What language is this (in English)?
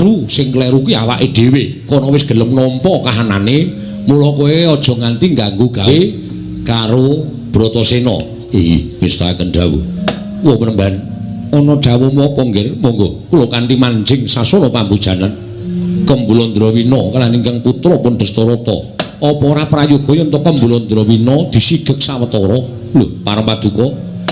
Javanese